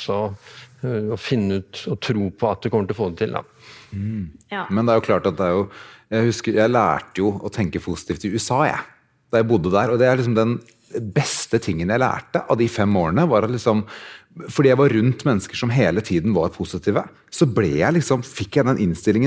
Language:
Norwegian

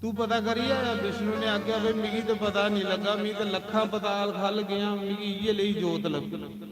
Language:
Dogri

